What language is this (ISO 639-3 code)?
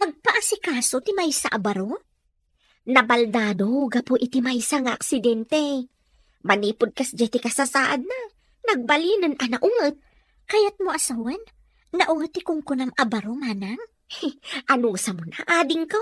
ilo